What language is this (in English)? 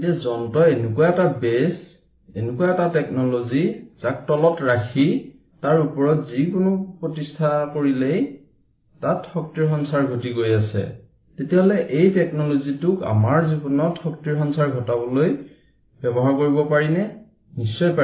Assamese